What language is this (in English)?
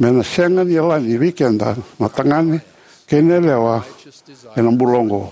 Fijian